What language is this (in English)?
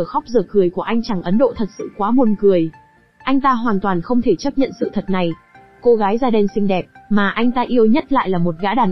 Vietnamese